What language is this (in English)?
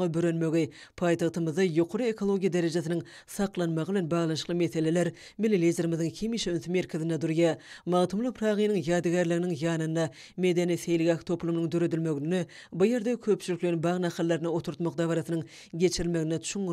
Turkmen